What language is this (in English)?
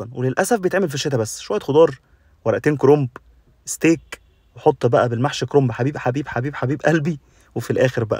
Egyptian Arabic